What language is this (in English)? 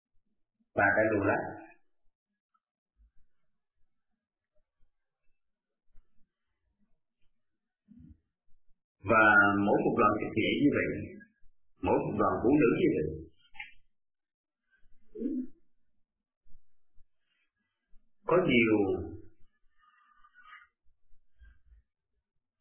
Vietnamese